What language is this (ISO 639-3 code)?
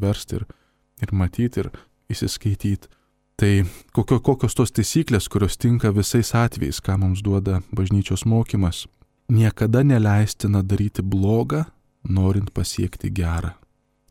lit